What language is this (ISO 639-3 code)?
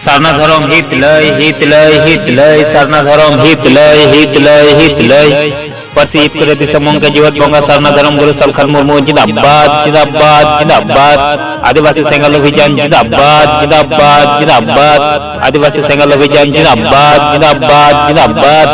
sat